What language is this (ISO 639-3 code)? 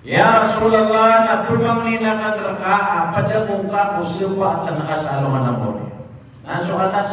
mrw